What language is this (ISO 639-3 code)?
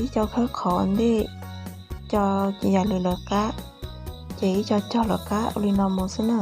hmn